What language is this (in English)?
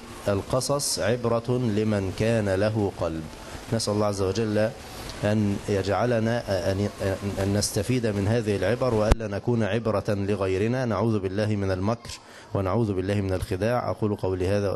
Arabic